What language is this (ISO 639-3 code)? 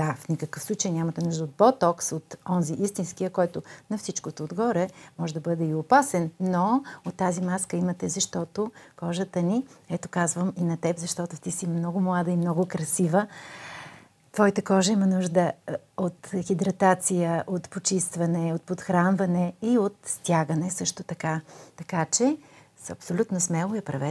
bul